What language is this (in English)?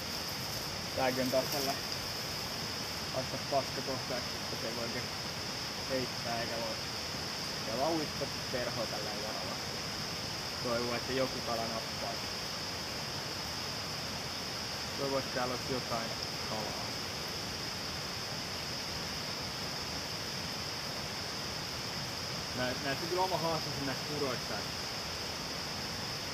Finnish